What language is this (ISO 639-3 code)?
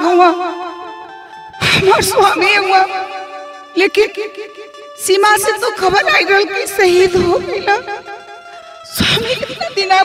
bho